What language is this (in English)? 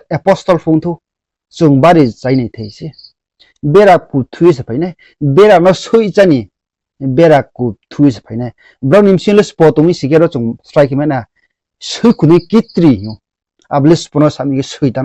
Riang (India)